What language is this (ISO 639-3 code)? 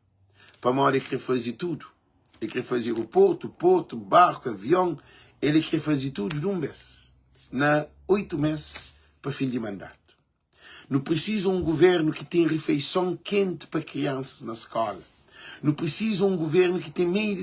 kea